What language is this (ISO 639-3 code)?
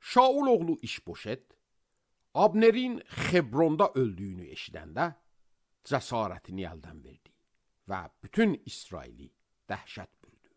aze